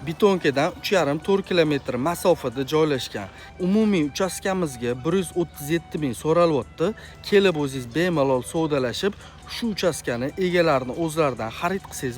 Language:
Uzbek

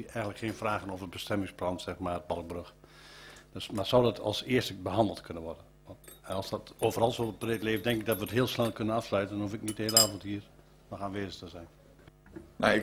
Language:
Dutch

